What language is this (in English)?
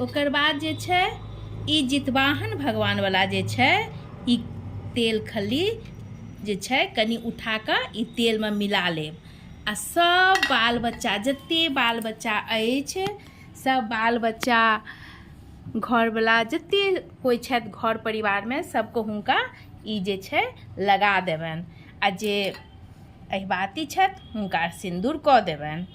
Maithili